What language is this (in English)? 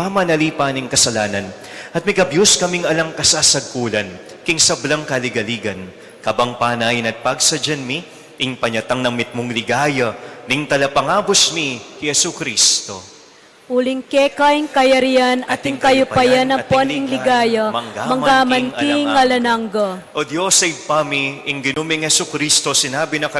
Pampanga